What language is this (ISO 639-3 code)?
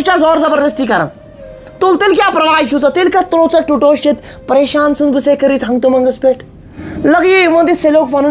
kas